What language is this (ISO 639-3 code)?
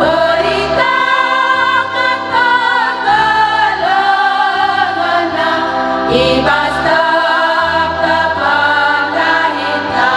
btx